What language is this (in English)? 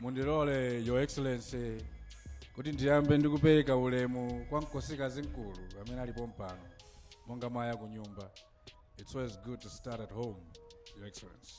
Nyanja